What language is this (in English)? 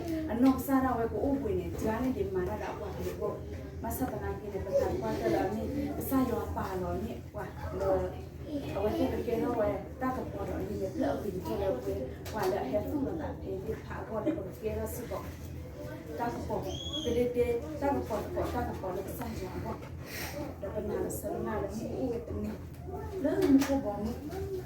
S'gaw Karen